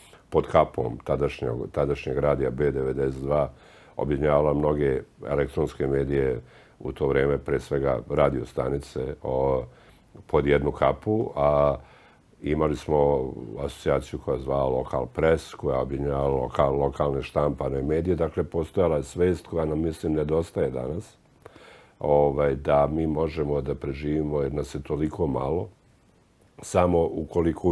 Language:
Serbian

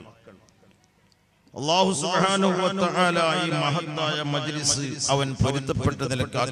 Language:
Malayalam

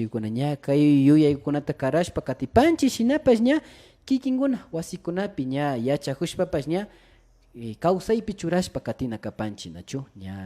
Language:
Imbabura Highland Quichua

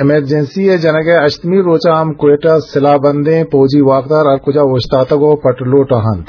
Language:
Eastern Balochi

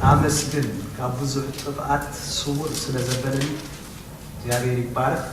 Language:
Tigrinya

